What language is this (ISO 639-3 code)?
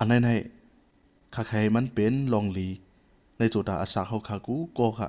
shn